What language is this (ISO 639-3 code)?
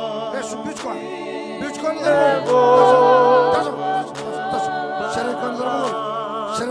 fij